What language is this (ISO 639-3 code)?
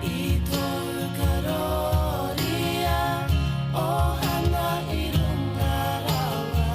mri